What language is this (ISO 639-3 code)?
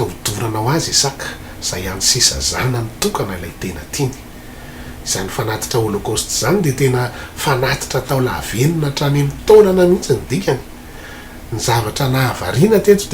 mlg